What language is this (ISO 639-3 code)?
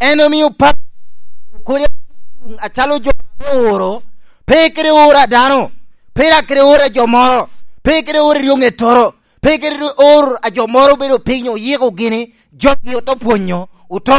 laj